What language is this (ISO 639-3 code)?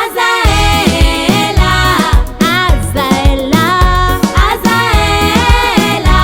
rcf